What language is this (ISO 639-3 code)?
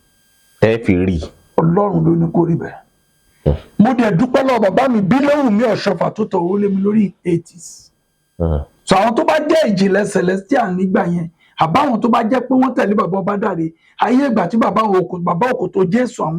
yor